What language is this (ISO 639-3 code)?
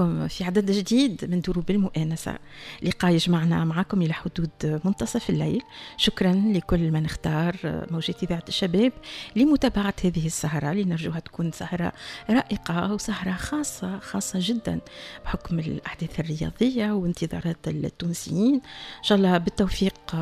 aeb